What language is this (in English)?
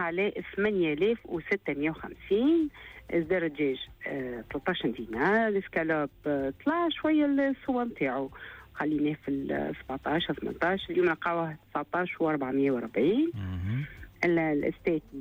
Tunisian Arabic